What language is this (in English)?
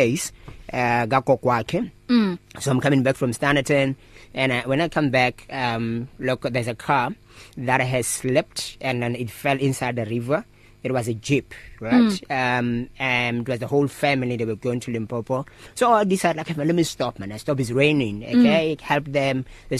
English